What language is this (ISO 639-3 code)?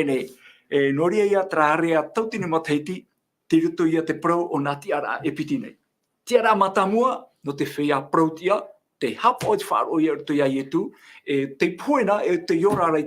tah